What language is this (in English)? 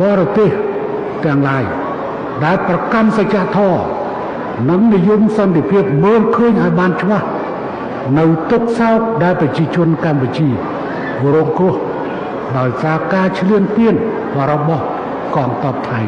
Khmer